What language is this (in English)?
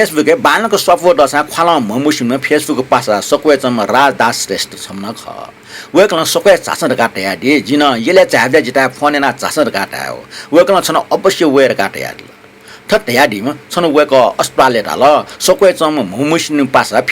Newari